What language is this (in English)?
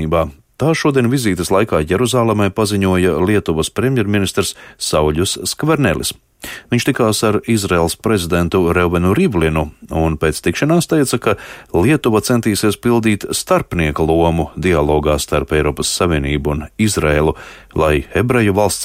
Latvian